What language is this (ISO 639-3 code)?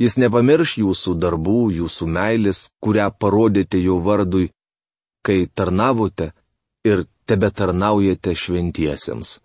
lit